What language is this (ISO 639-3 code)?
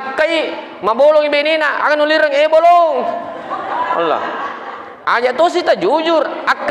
bug